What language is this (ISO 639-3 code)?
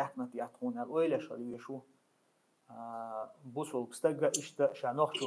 che